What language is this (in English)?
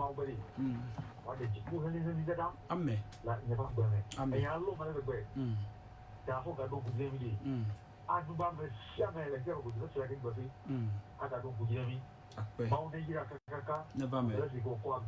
Ewe